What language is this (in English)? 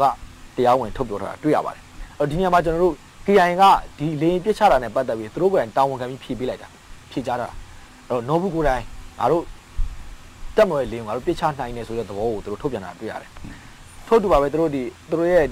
Burmese